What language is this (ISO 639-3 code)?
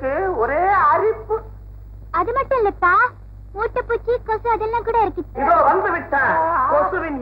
tam